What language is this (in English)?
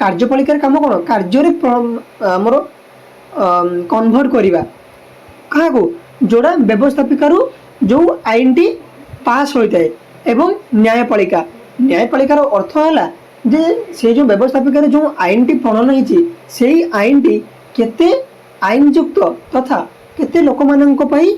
Odia